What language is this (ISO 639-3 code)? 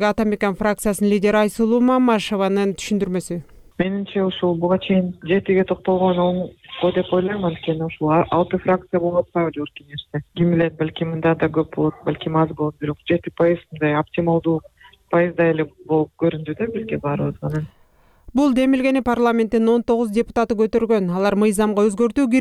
kir